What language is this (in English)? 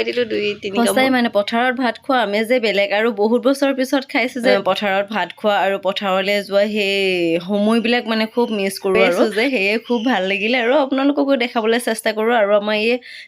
Assamese